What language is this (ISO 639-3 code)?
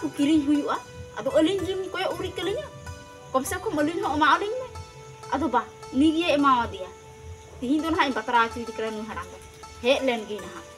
sat